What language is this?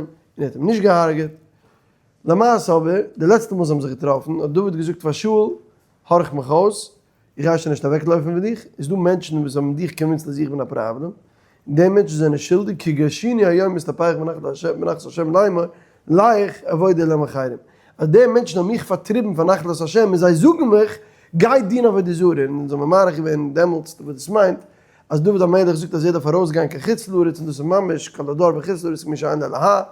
Yiddish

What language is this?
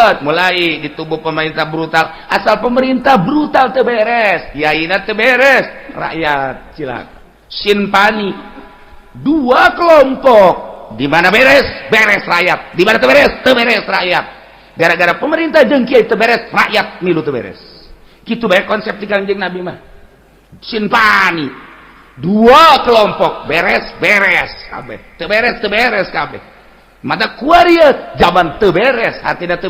Sundanese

